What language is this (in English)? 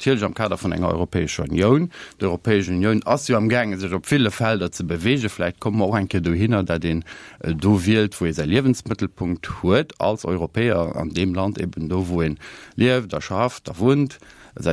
Luxembourgish